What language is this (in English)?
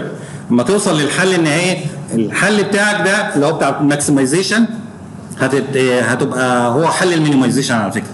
Egyptian Arabic